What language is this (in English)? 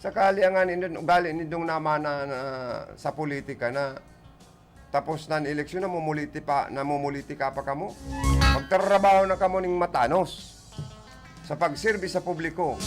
Bikol